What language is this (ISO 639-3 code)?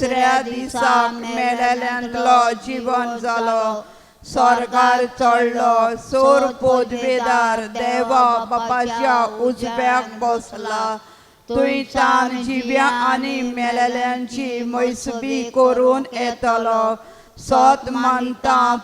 kok